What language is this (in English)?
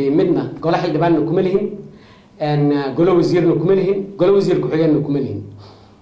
Somali